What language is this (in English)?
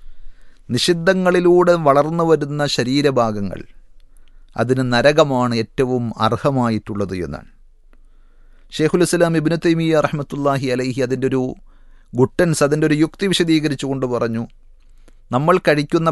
Malayalam